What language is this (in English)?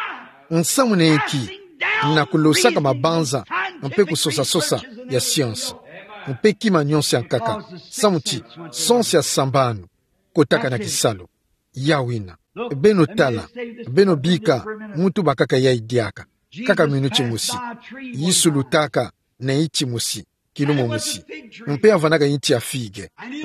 Kituba (Democratic Republic of Congo)